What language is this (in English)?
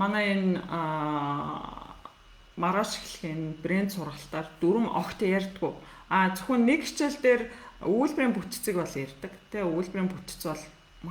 Mongolian